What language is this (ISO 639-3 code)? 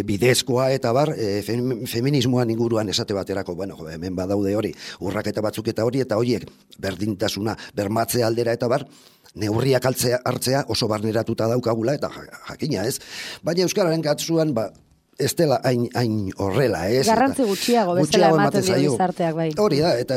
eus